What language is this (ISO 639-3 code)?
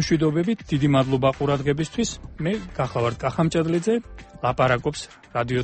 kat